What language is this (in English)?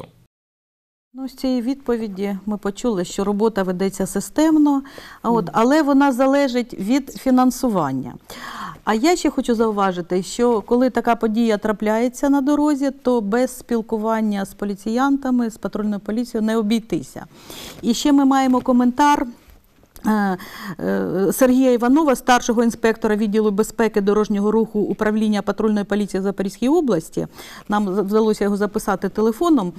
Ukrainian